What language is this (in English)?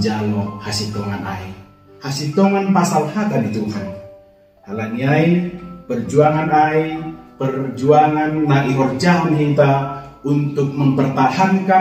Batak Simalungun